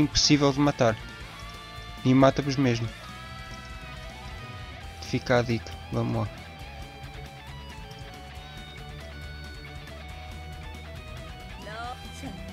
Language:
Portuguese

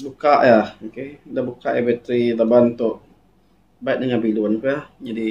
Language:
Iban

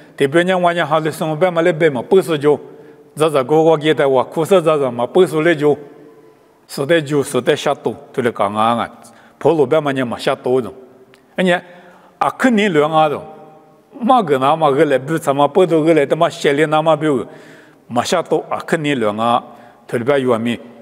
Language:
Lisu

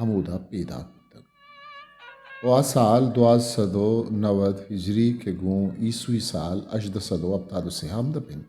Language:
Eastern Balochi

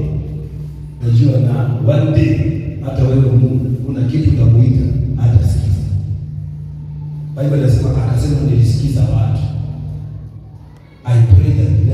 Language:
Swahili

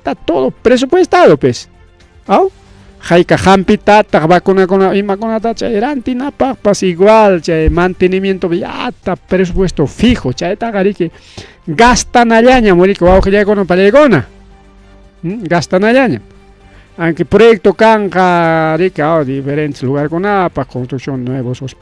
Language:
Ayacucho Quechua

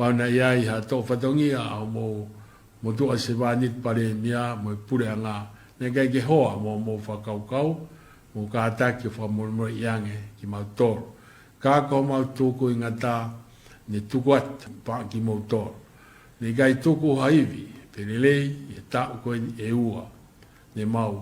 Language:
Tongan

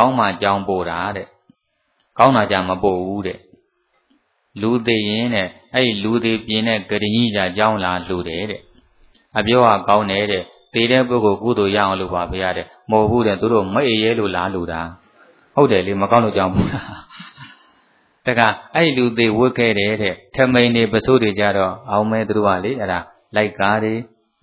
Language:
Burmese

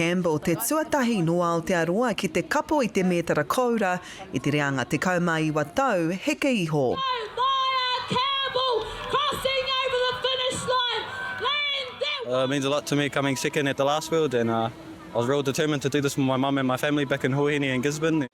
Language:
Māori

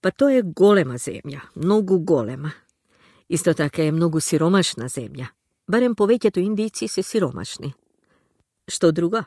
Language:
Macedonian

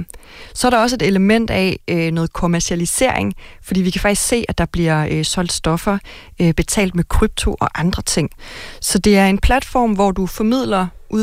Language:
Danish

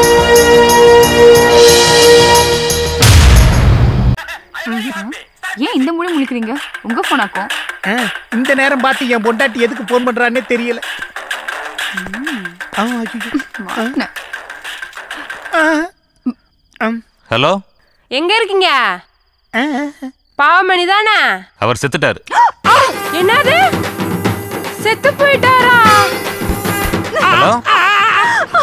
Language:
Tamil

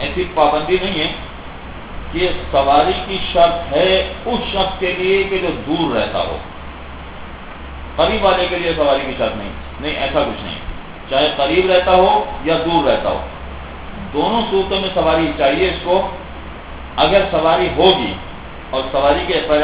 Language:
Urdu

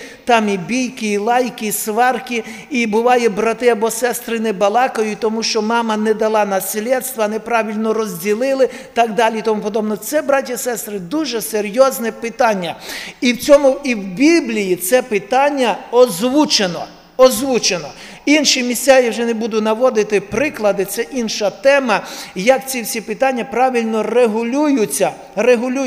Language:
Ukrainian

